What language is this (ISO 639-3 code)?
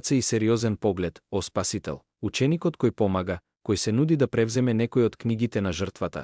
mkd